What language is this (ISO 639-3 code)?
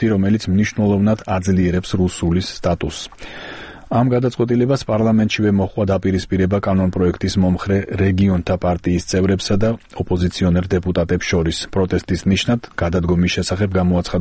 kat